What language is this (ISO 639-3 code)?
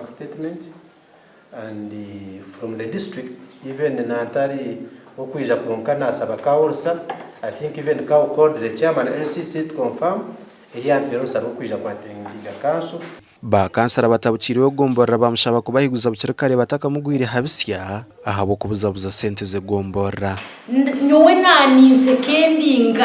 nyn